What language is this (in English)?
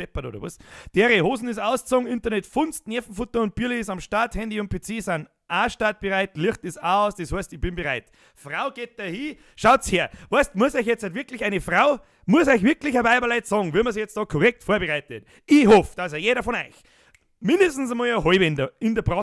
Bavarian